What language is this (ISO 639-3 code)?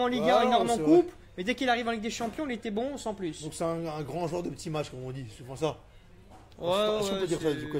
fra